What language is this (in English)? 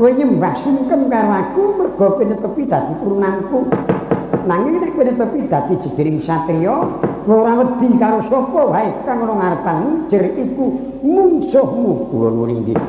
Javanese